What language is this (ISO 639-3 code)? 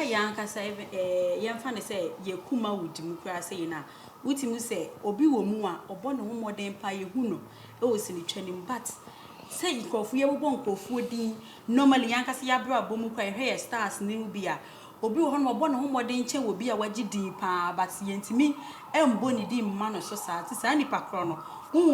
aka